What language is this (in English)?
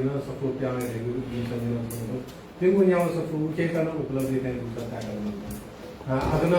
Newari